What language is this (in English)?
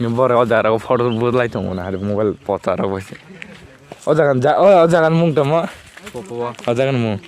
Kok Borok